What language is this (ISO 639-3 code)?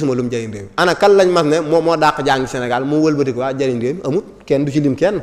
wol